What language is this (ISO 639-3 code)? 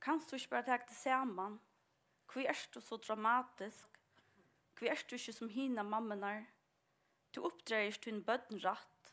fao